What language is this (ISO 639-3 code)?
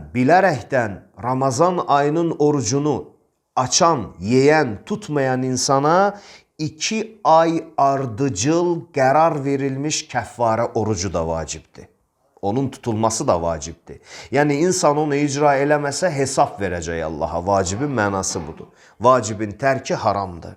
aze